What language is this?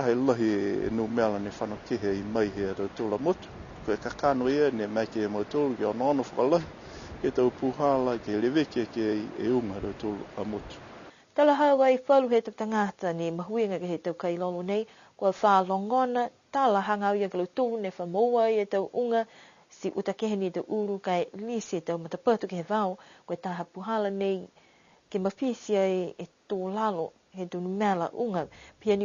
Niuean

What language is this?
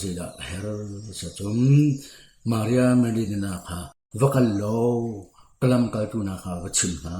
Hakha Chin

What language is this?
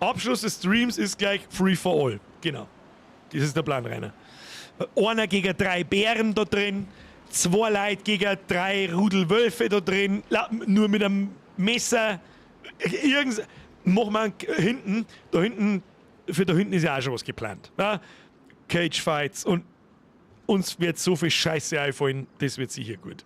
Bavarian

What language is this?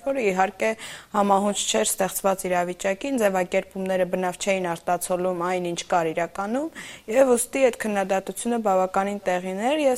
Armenian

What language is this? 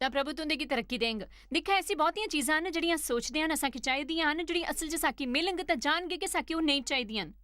Dogri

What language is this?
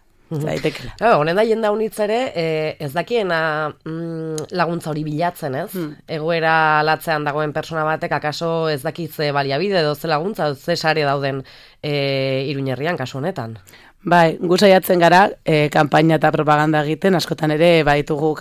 Basque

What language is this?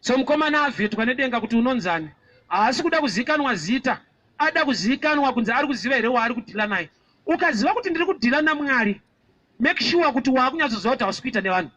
Shona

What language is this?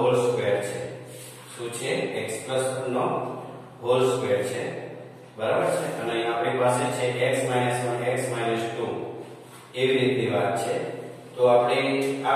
Gujarati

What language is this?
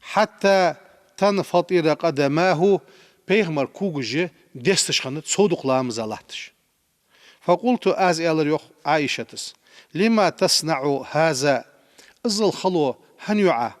Ingush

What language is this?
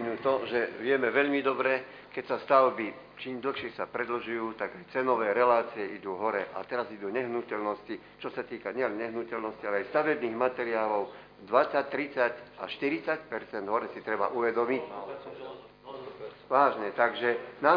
Slovak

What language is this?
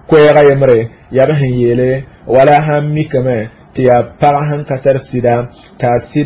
Mossi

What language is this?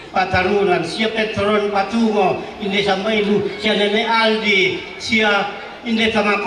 Toraja-Sa'dan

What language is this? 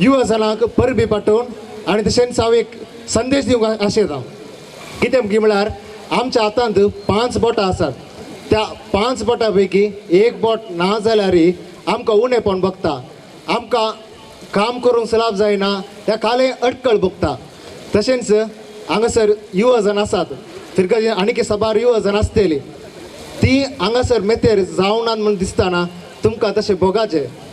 Konkani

